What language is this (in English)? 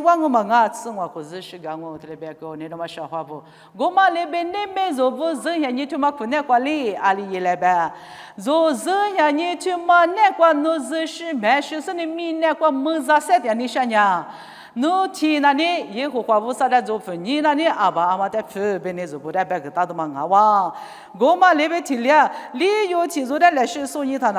Lisu